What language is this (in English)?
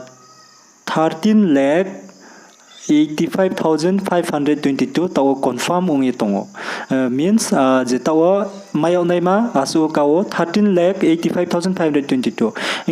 Riang (India)